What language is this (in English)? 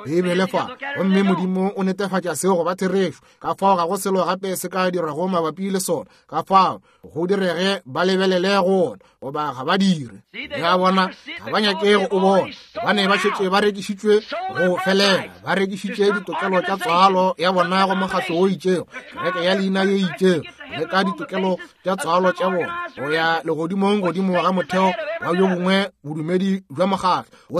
Northern Sotho